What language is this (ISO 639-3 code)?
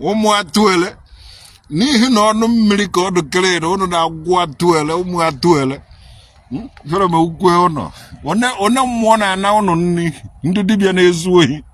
ibo